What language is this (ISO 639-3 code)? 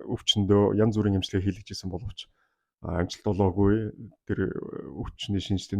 mon